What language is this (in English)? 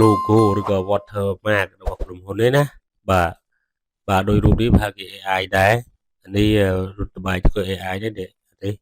Khmer